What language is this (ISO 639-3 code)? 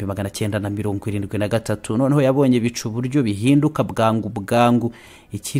kin